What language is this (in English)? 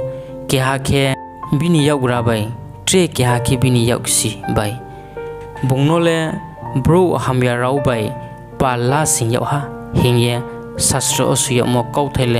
Riang (India)